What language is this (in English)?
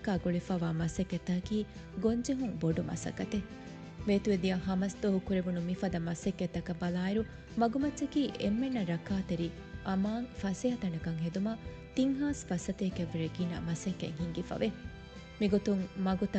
Divehi